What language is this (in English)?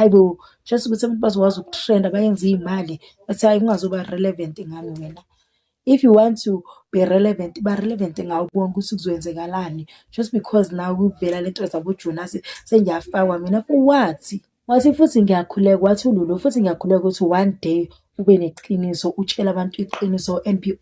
Zulu